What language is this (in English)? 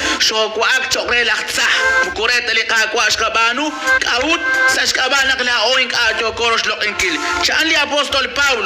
Kekchí